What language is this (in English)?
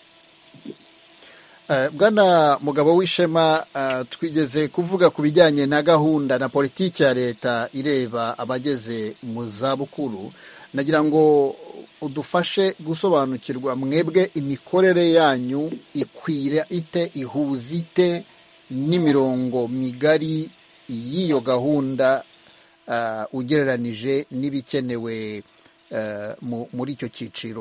Kinyarwanda